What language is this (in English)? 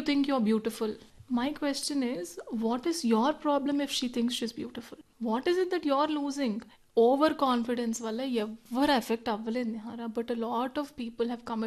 Telugu